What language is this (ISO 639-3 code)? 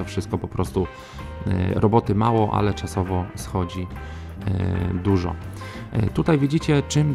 pol